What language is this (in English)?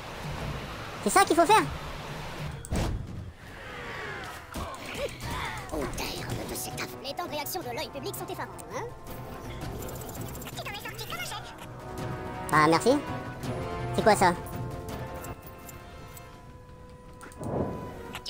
French